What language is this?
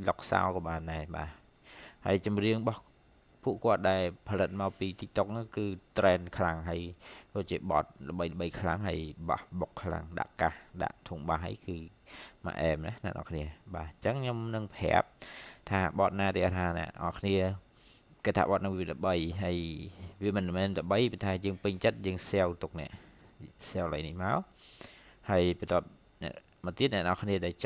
Khmer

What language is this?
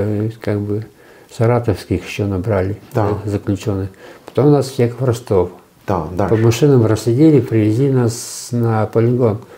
Russian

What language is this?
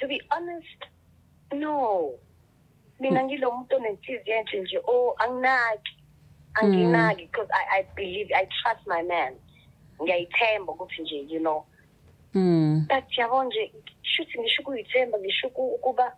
Zulu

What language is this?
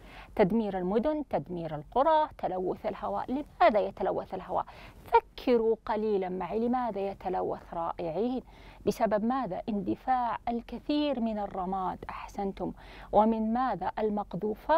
Arabic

